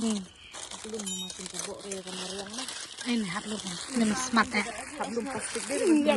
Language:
Khasi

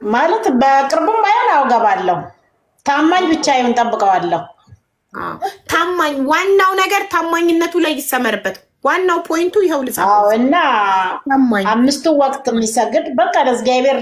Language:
Amharic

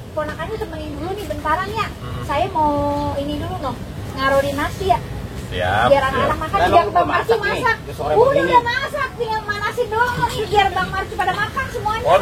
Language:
Betawi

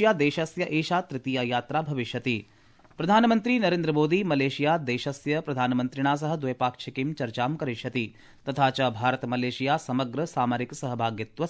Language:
Sanskrit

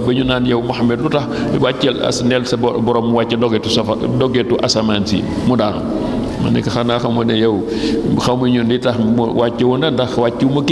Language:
Wolof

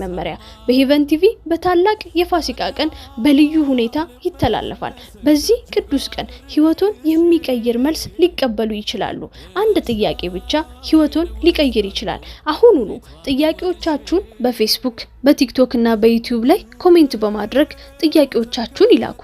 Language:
Amharic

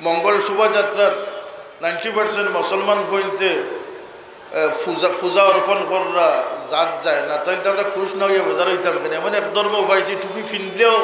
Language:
Sylheti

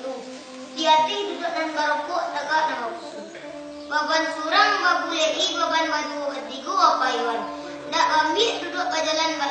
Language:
Minangkabau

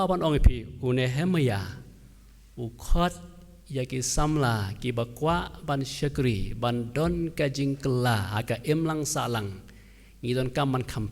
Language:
Khasi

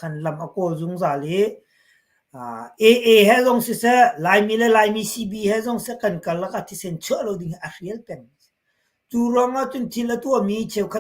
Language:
Hakha Chin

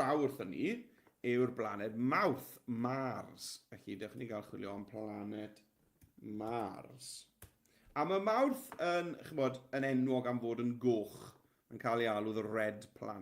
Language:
Welsh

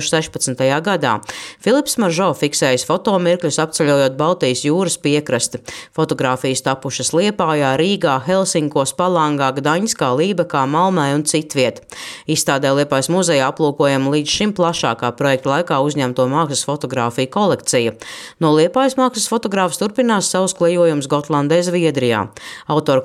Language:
Latvian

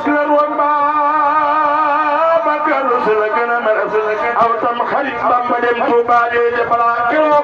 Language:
Wolof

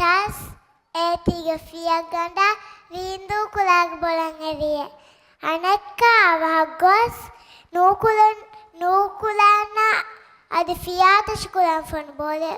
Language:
Divehi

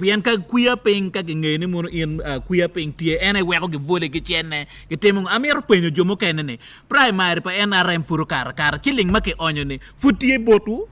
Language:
Acoli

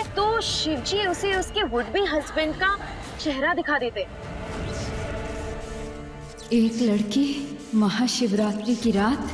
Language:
Hindi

